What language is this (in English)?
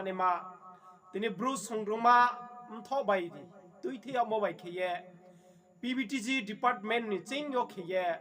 Riang (India)